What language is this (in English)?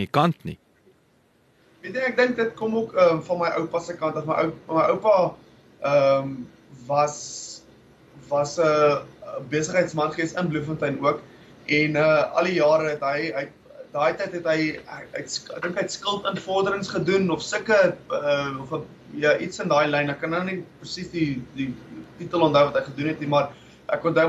Afrikaans